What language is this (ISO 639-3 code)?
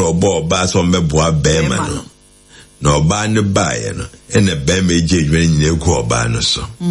aka